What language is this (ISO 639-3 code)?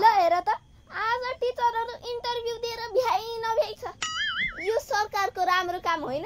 nep